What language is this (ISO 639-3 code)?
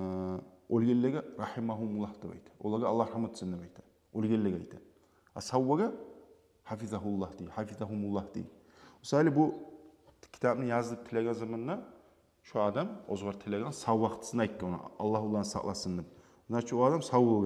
kum